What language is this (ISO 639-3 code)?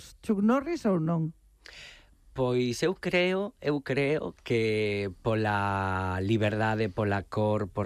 glg